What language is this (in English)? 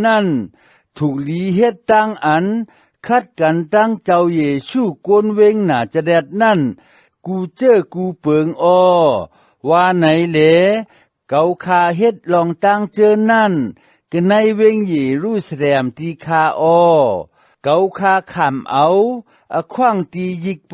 Shan